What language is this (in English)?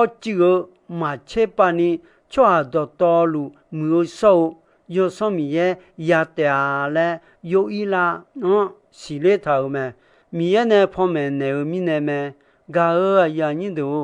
Akha